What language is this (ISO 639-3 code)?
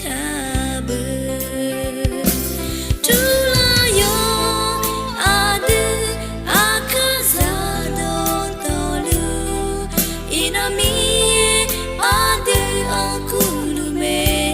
ahk